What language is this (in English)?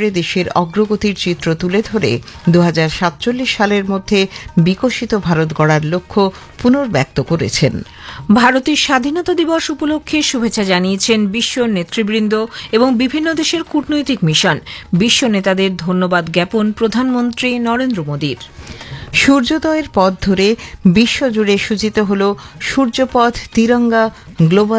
Bangla